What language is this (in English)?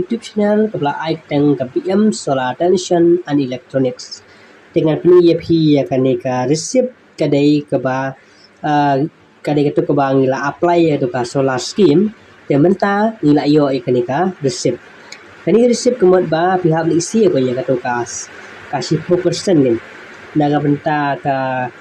Khasi